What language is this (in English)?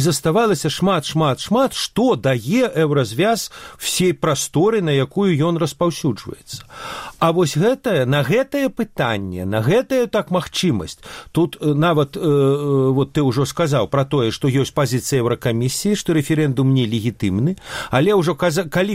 Belarusian